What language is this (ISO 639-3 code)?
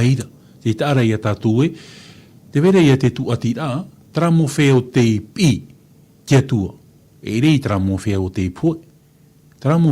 tah